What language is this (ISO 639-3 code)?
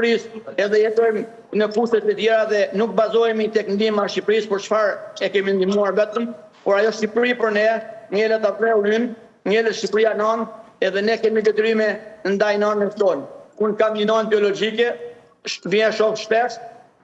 sqi